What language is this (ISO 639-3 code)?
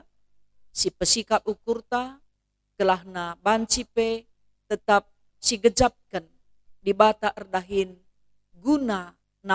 btx